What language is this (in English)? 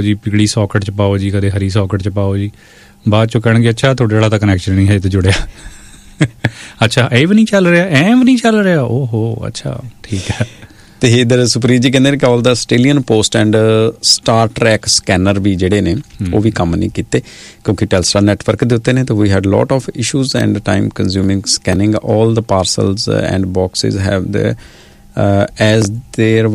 Punjabi